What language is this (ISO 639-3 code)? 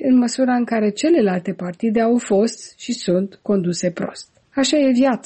ron